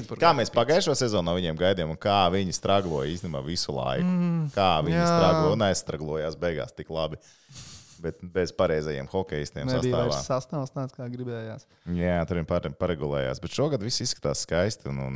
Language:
Latvian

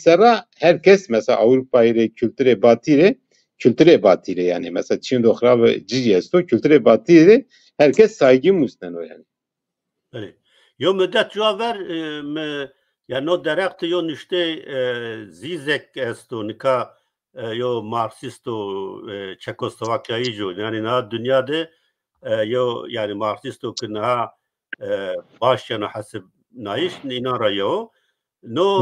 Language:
Zaza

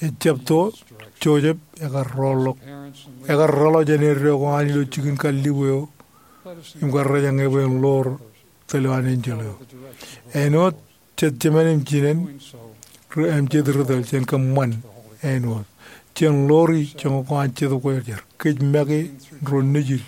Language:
Marshallese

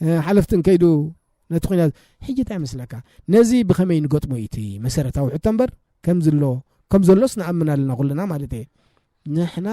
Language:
Tigrinya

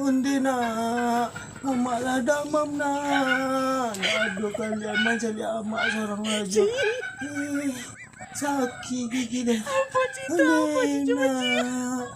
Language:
Minangkabau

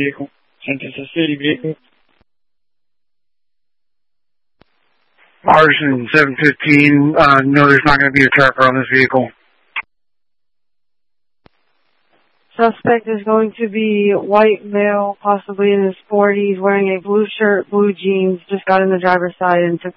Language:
English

